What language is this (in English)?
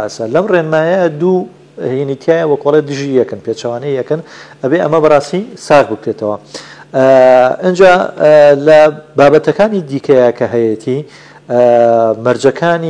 Central Kurdish